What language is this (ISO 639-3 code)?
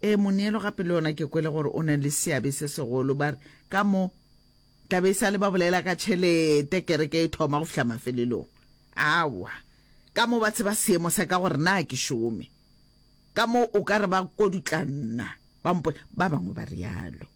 nso